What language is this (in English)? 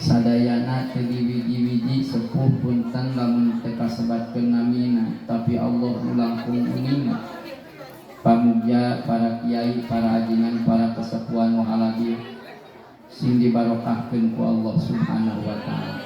Sundanese